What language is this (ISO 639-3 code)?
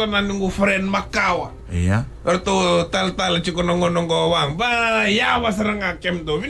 fij